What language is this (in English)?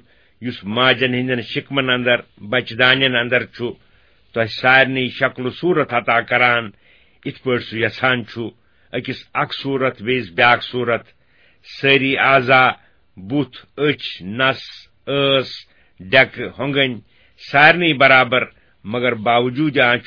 Kashmiri